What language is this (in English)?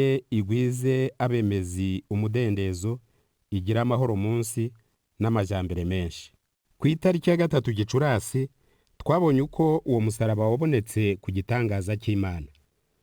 Kinyarwanda